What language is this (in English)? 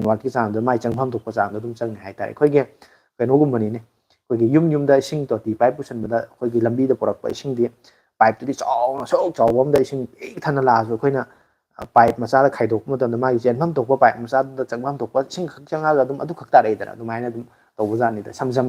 Manipuri